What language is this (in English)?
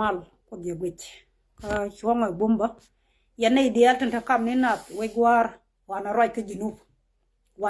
Nuer